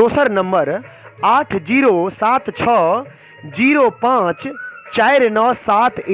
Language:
Maithili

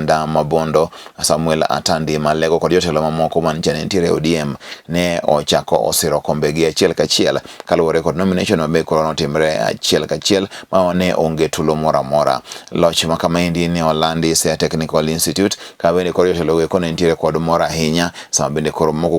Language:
Luo (Kenya and Tanzania)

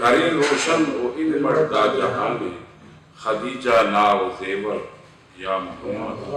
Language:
Brahui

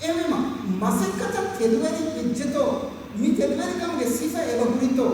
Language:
Divehi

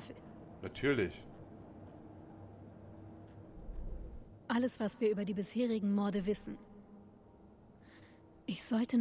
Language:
German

